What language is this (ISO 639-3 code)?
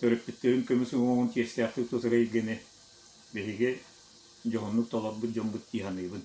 sah